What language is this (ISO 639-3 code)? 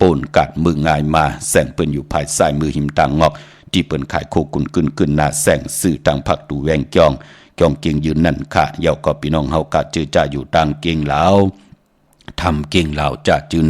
shn